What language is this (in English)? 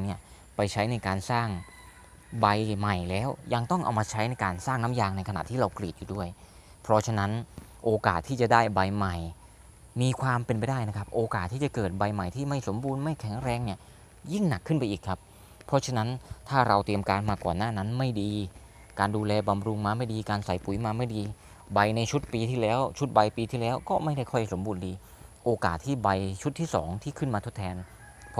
Thai